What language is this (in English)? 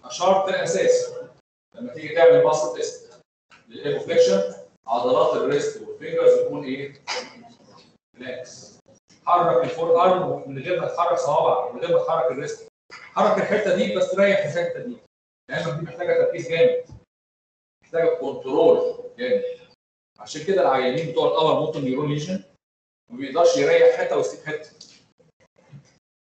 Egyptian Arabic